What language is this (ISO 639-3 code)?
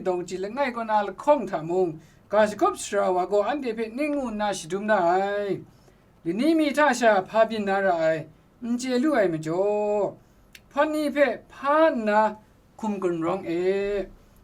kac